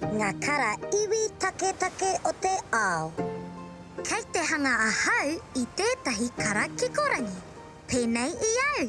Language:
Māori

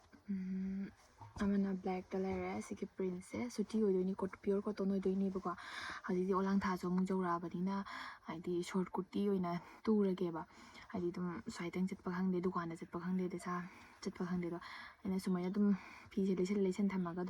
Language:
Manipuri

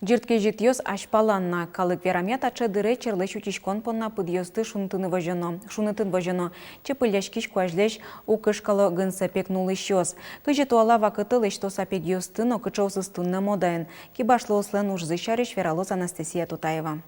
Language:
Udmurt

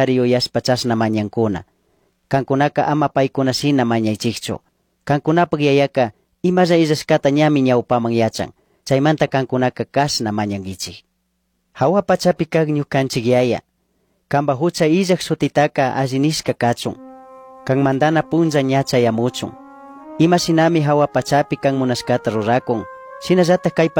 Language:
Chimborazo Highland Quichua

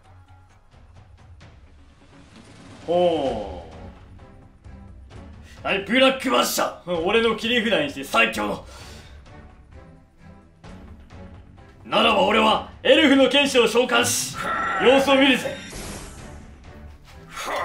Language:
Japanese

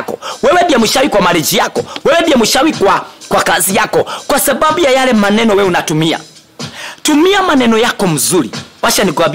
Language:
Swahili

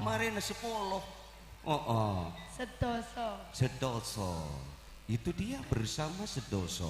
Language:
Madurese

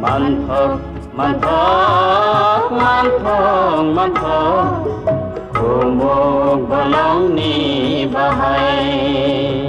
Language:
Kok Borok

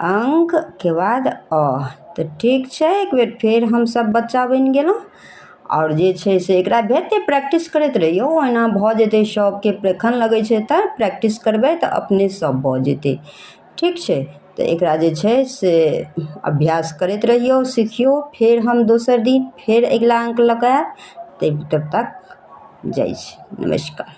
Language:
Maithili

